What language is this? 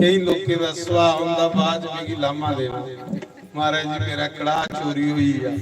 Dogri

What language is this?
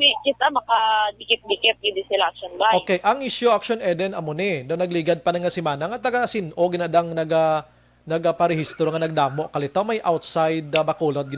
Hiligaynon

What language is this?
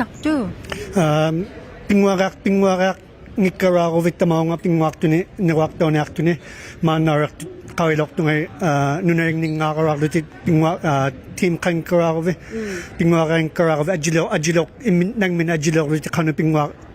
Inuktitut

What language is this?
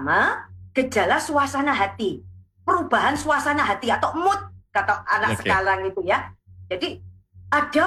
Indonesian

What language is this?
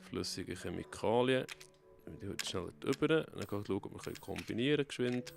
Swiss German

